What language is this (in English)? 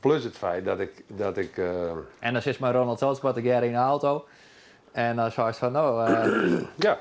Western Frisian